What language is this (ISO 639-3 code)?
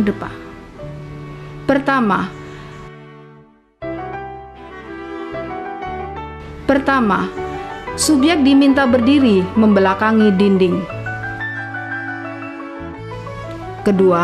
ind